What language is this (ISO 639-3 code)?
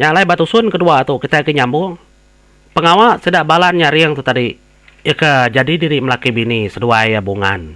iba